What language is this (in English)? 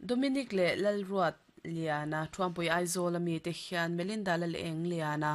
Mizo